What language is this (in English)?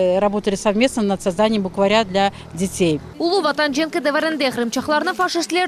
Crimean Tatar